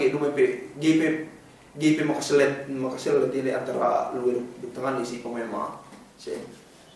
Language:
Yakan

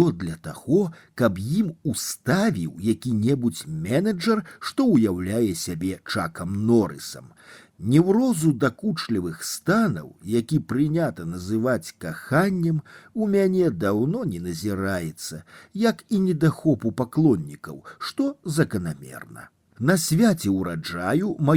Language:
Belarusian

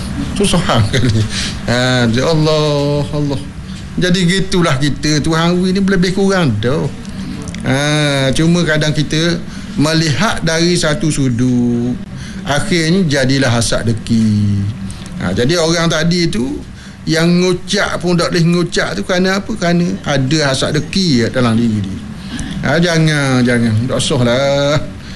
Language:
Malay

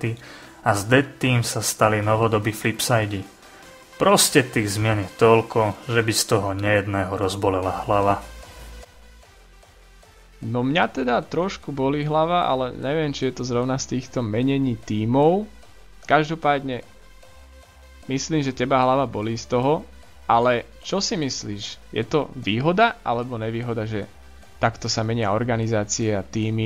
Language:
Slovak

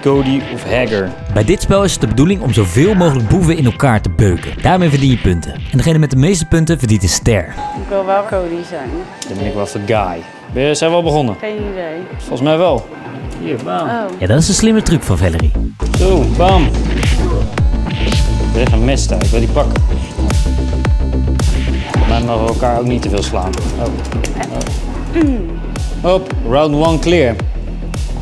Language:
Dutch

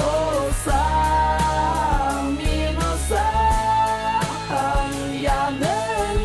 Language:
Bashkir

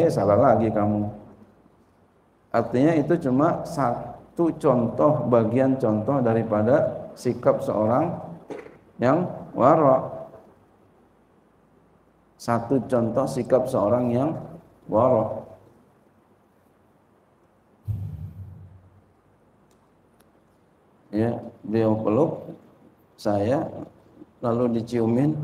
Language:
Indonesian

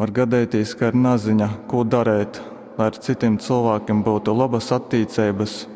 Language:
Latgalian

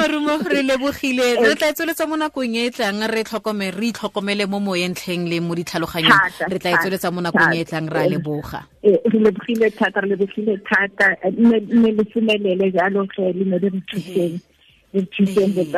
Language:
Tswana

